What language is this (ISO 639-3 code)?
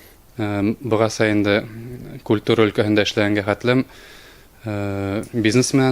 bak